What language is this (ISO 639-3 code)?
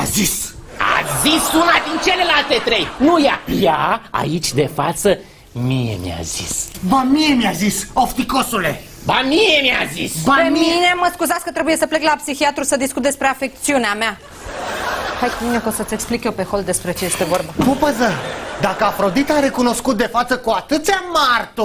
ron